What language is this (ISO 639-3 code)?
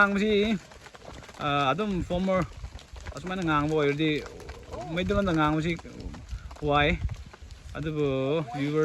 nmf